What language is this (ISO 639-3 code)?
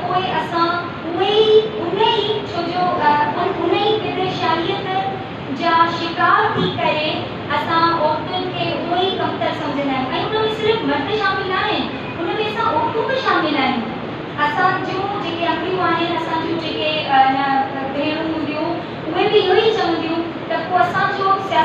snd